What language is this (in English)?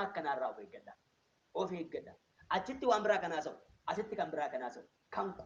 Oromo